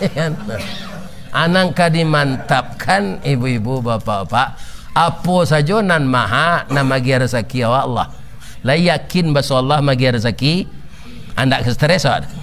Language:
Minangkabau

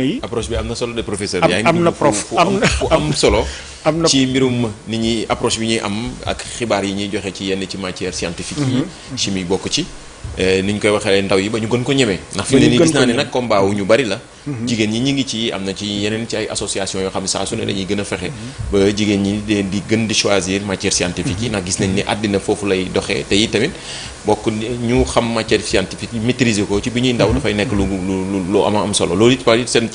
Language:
Wolof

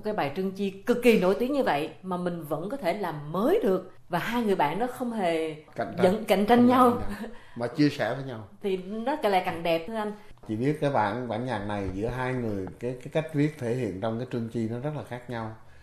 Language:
Vietnamese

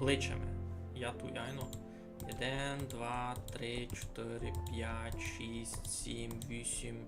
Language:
Rusyn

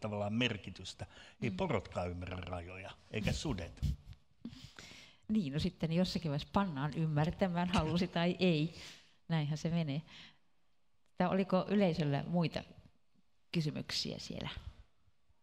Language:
Finnish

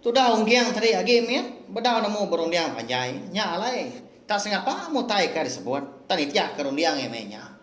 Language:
Iban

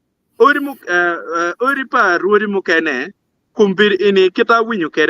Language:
Acoli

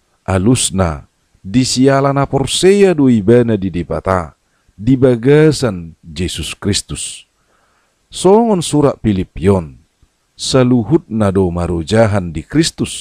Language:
Batak Toba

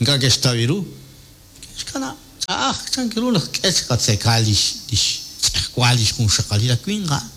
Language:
Kekchí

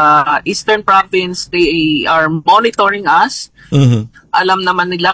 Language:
Filipino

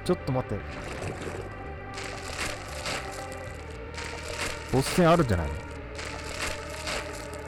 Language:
Japanese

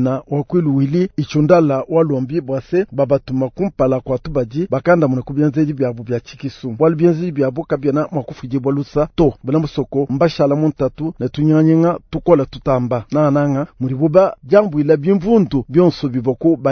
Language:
Luba-Lulua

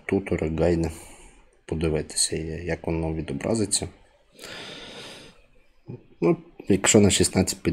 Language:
Ukrainian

